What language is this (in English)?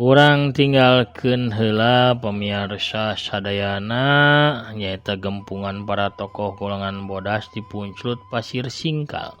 Sundanese